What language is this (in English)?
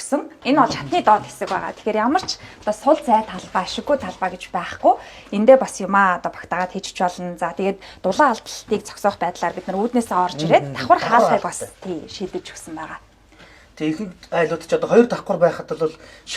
Mongolian